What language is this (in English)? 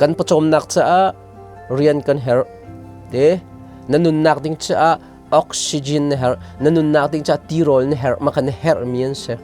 Hakha Chin